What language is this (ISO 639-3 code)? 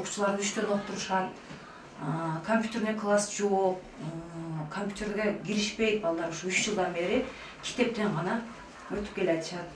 kir